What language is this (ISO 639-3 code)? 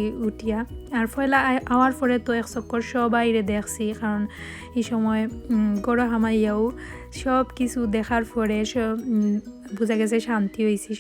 syl